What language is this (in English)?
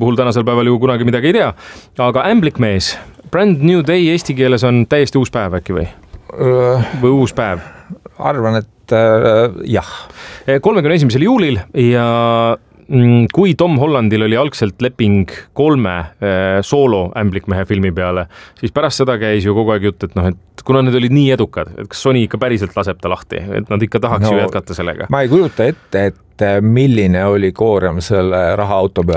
Estonian